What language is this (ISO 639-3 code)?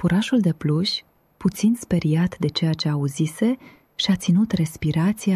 ron